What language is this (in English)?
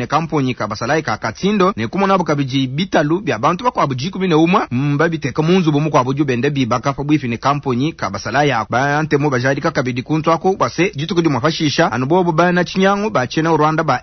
Luba-Lulua